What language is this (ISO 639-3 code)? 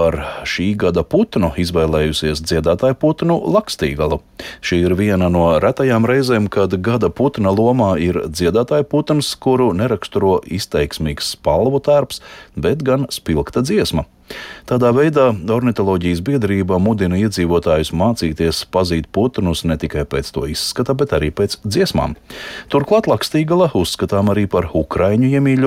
lav